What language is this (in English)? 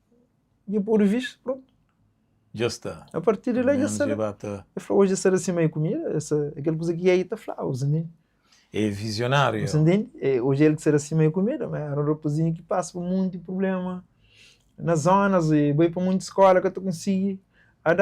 Kabuverdianu